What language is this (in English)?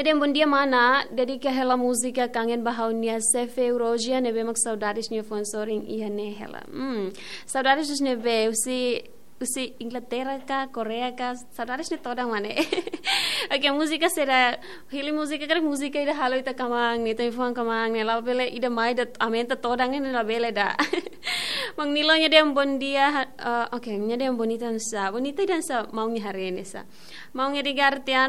Tetum